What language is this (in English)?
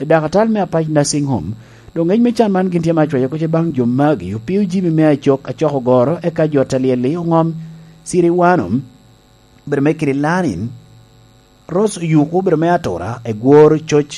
Lango (Uganda)